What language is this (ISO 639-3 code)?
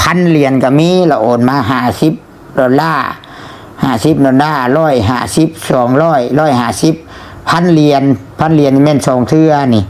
lao